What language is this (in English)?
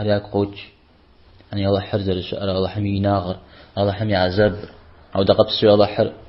Kabardian